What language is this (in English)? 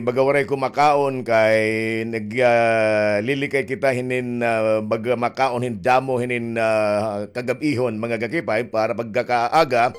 Waray